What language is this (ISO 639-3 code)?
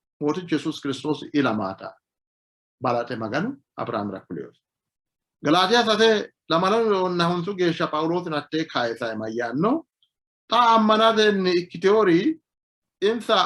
sid